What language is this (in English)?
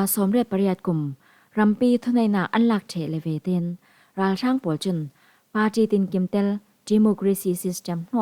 Falam Chin